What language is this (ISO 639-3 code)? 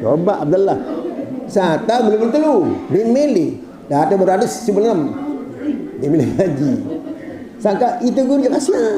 sas